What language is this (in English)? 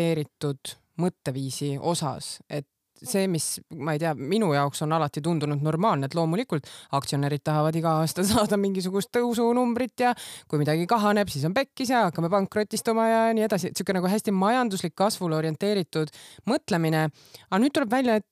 Estonian